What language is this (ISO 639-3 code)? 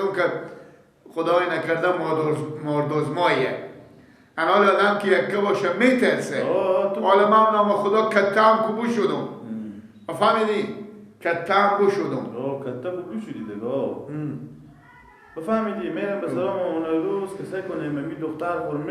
fas